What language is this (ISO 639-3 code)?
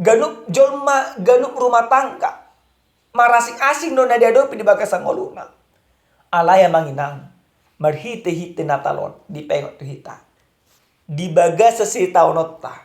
bbc